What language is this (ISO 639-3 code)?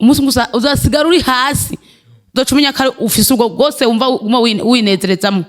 run